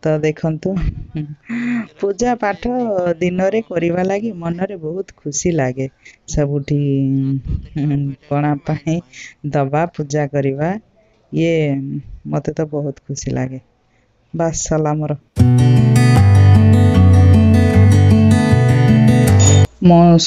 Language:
Odia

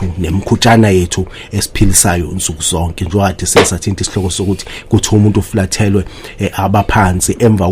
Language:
Zulu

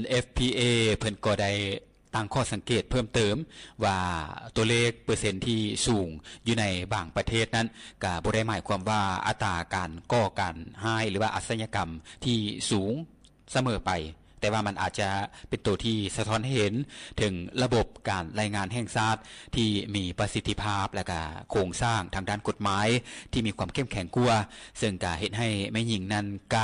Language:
Lao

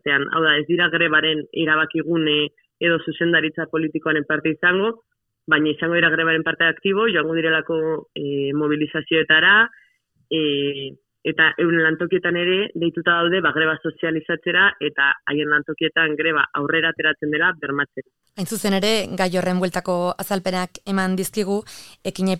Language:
Basque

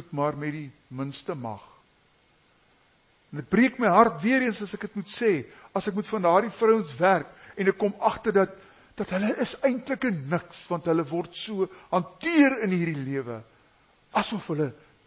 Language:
Afrikaans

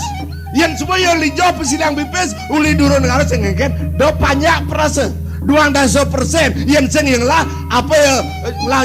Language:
Balinese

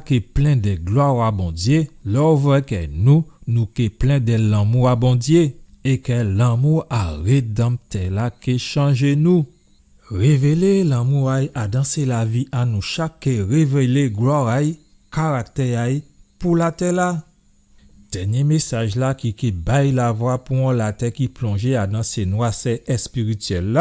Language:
Guadeloupean Creole French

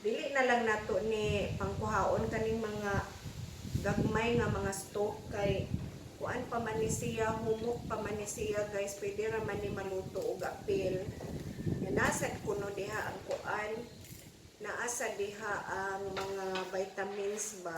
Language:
Cebuano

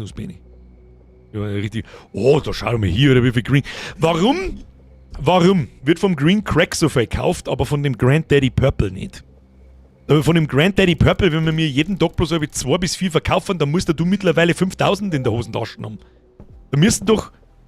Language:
Bavarian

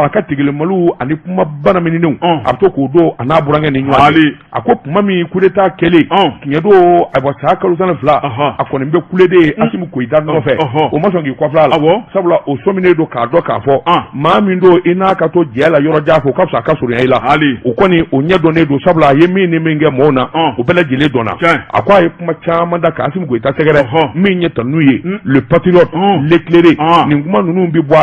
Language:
Bambara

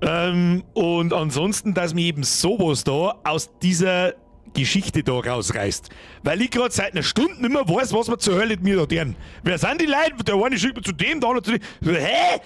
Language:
Bavarian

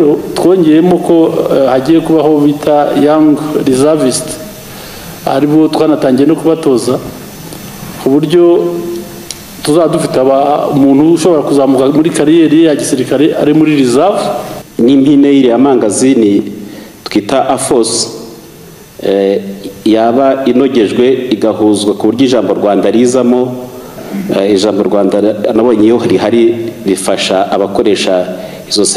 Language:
Kinyarwanda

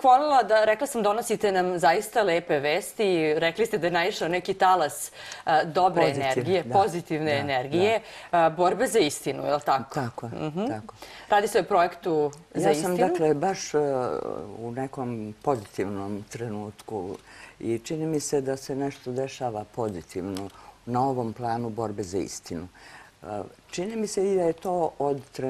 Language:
Serbian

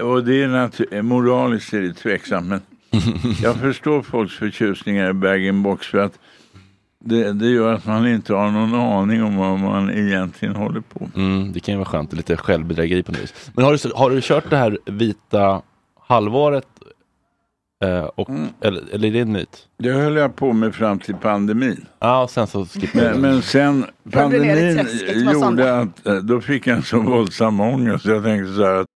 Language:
Swedish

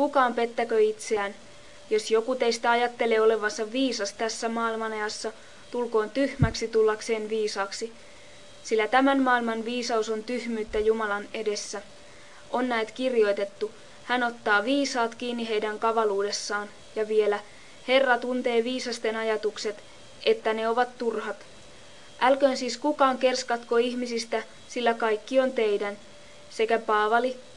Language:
Finnish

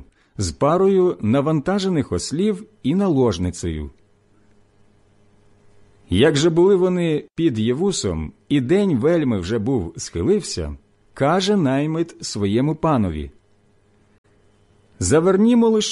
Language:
Ukrainian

